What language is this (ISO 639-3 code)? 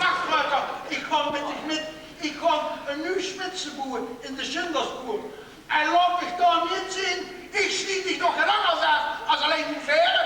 lim